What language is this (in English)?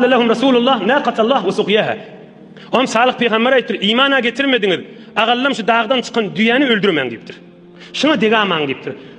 Turkmen